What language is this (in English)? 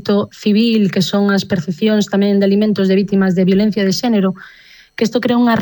Galician